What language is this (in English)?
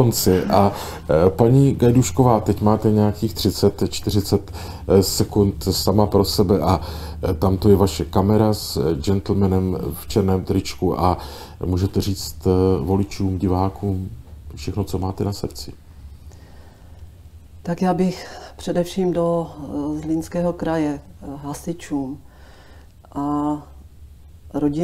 Czech